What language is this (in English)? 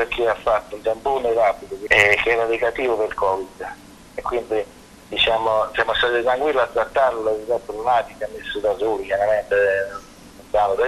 Italian